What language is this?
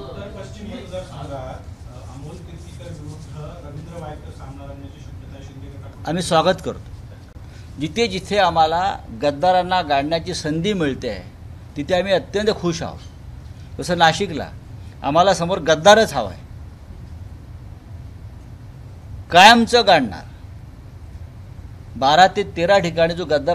Marathi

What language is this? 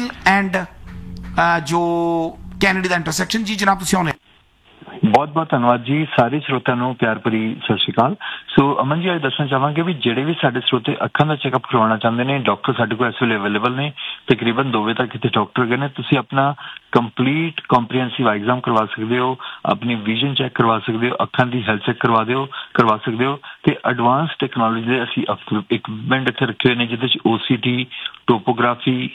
Punjabi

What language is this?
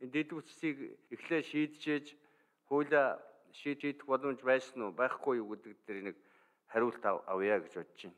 Mongolian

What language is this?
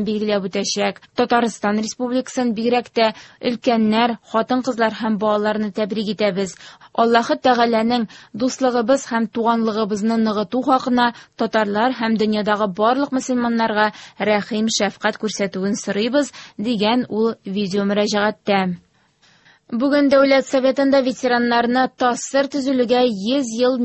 Tatar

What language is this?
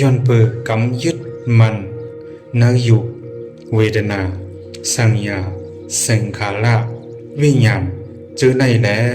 Shan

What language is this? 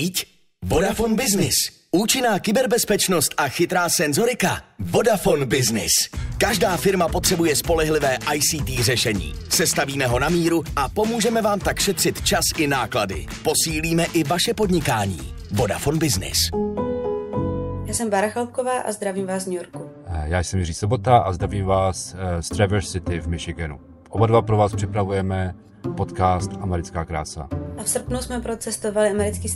Czech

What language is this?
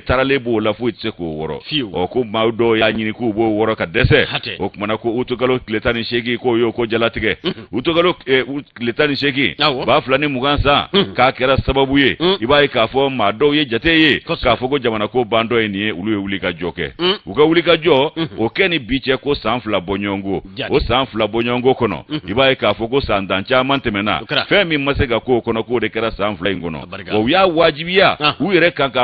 Bambara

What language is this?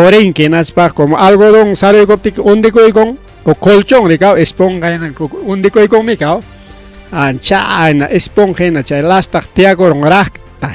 Ayacucho Quechua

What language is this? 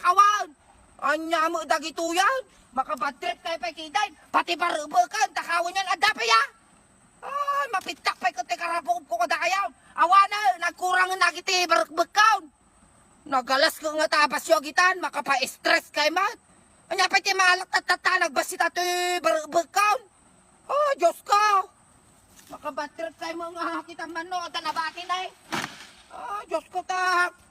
Iloko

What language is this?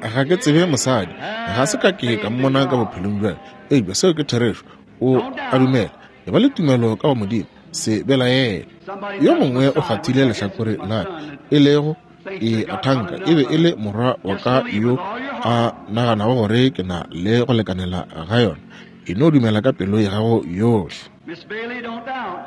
Northern Sotho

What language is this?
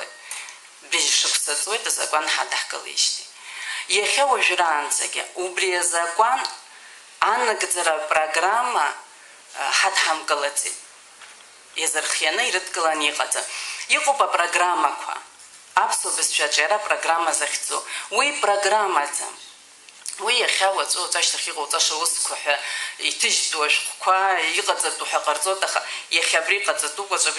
Abkhazian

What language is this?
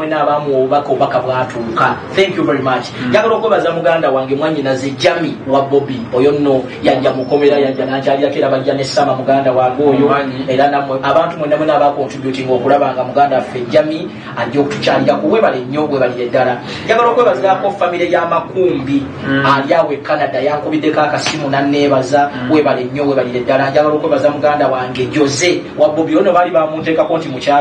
Ganda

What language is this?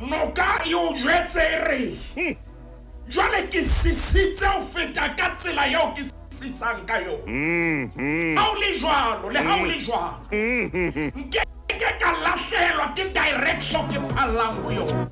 Southern Sotho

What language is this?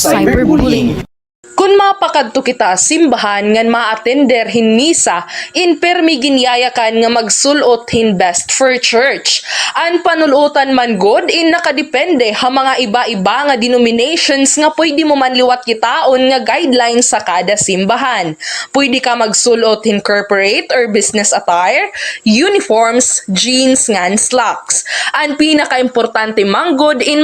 Waray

